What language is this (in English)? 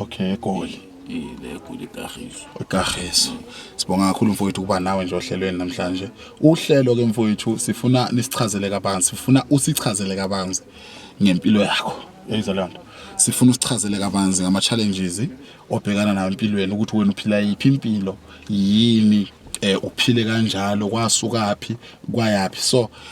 Zulu